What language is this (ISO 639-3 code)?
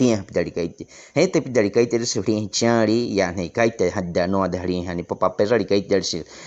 bwi